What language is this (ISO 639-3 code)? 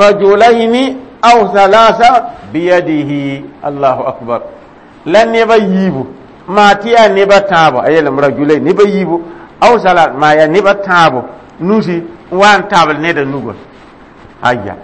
mos